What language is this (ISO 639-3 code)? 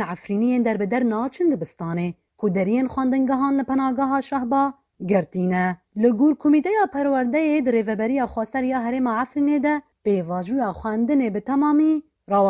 kur